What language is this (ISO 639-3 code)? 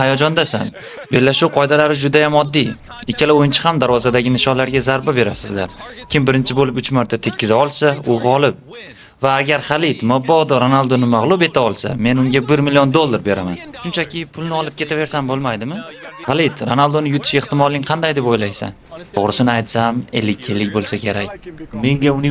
uzb